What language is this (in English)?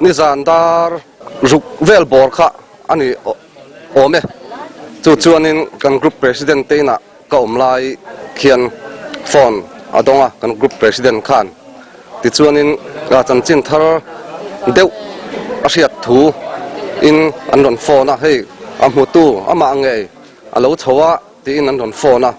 Mizo